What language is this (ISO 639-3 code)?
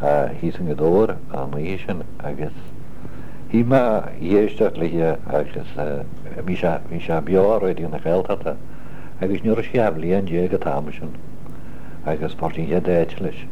gle